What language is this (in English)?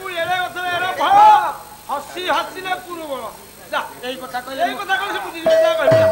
Odia